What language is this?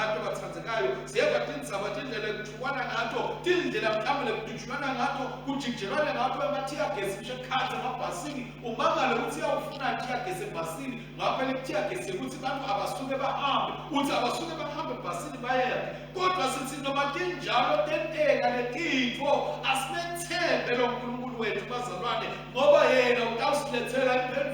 Swati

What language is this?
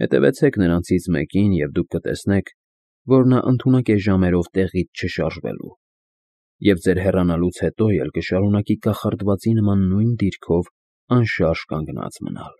Armenian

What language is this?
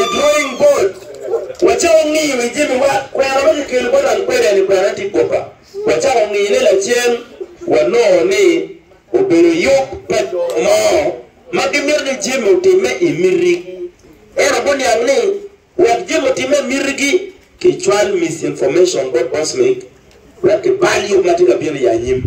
Acoli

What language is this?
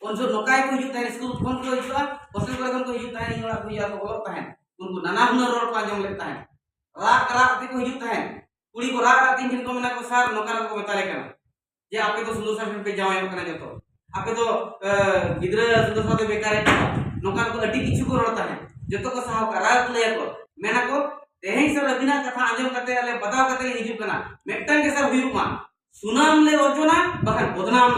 Santali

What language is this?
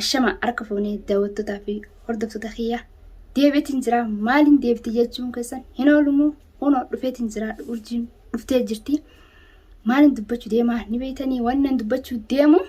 Oromo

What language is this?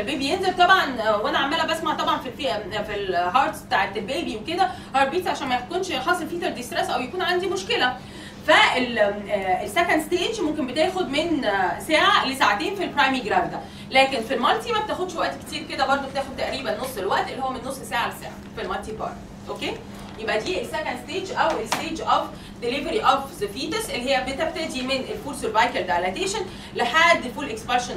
Egyptian Arabic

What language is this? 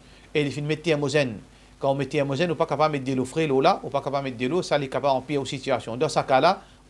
Morisyen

